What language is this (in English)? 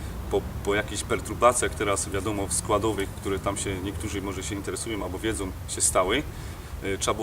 Silesian